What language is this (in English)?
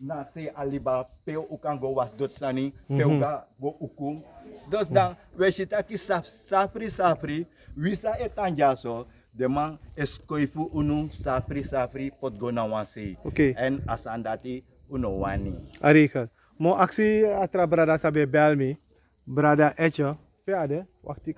Sranan Tongo